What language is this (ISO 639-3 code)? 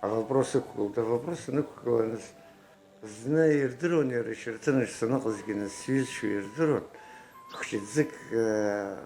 abk